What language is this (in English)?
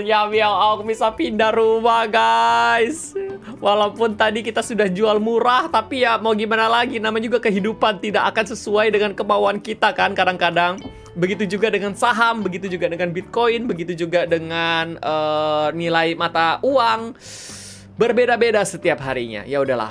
Indonesian